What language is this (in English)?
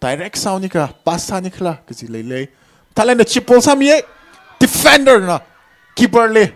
Tangkhul Naga (India)